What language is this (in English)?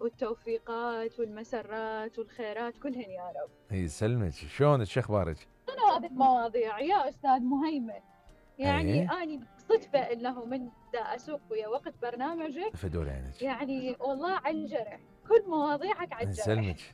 Mesopotamian Arabic